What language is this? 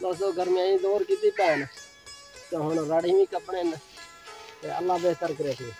Saraiki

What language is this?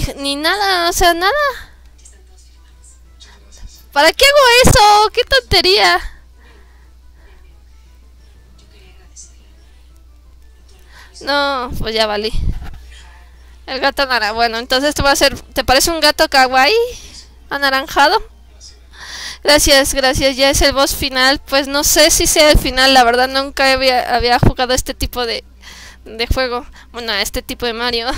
Spanish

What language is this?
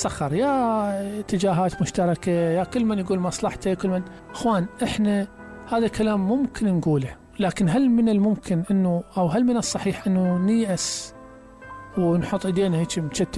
Mesopotamian Arabic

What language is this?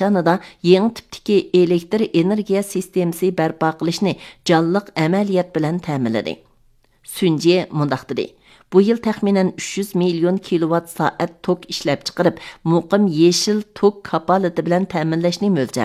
Uyghur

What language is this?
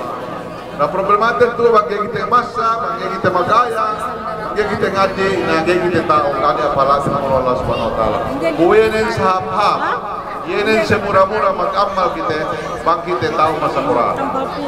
Yakan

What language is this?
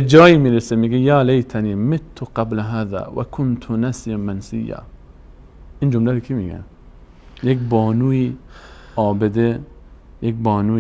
Persian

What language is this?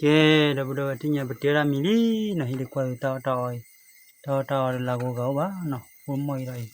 S'gaw Karen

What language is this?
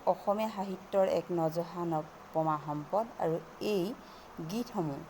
Assamese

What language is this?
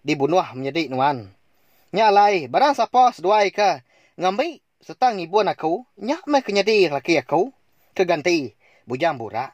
Iban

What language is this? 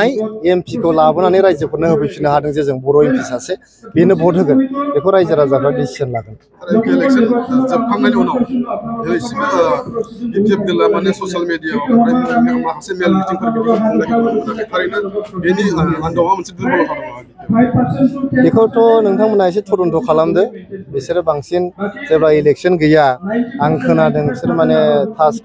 Bodo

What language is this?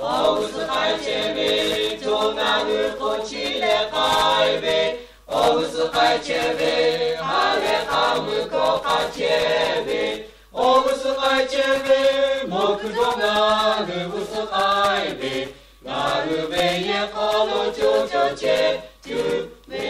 Lahu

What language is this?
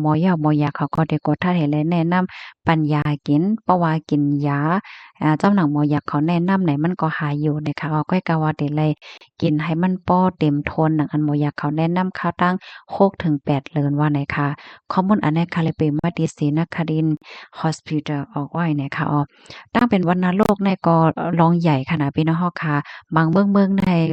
Shan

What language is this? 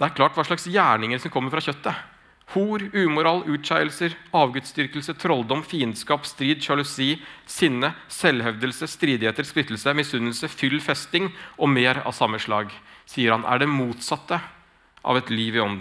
Norwegian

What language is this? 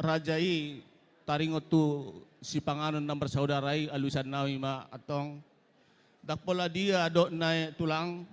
Batak Toba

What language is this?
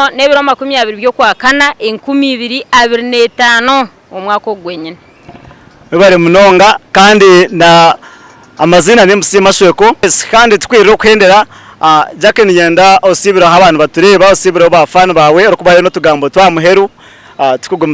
Nyankole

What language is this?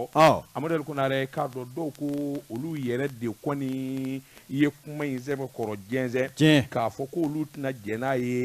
Bambara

